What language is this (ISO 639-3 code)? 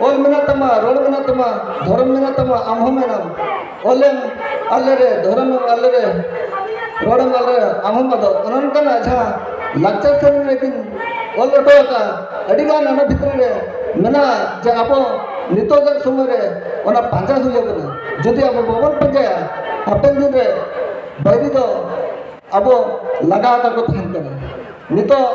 sat